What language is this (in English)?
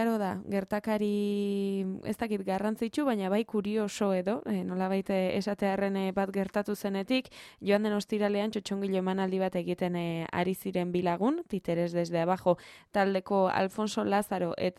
Basque